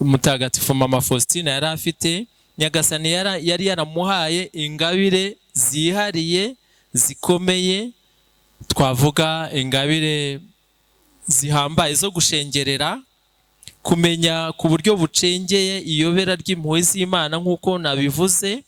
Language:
Kinyarwanda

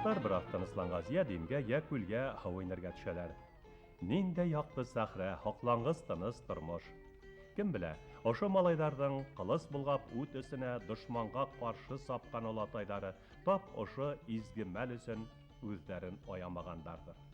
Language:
Bashkir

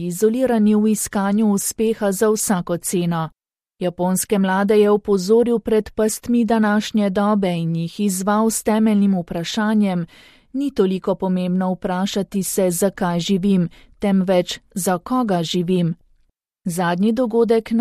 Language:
Slovenian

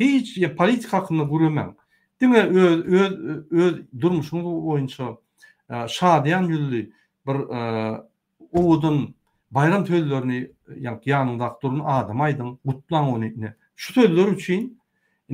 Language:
Turkmen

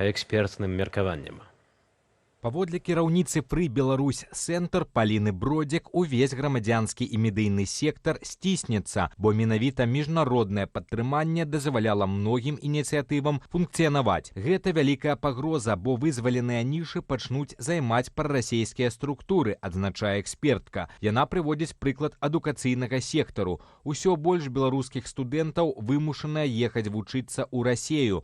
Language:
Belarusian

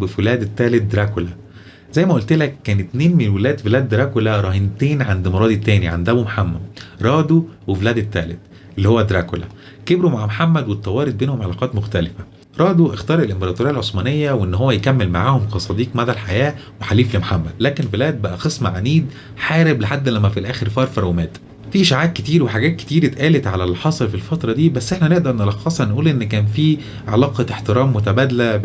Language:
Egyptian Arabic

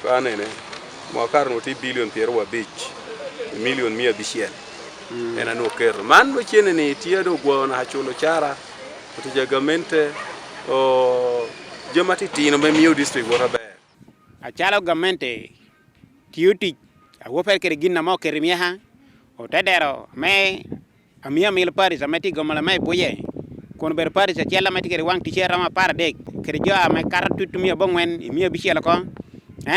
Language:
Acoli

